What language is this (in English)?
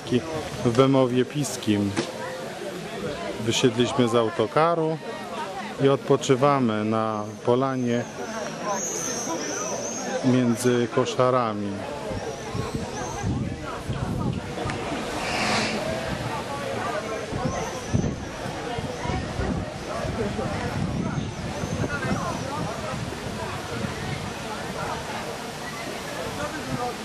Polish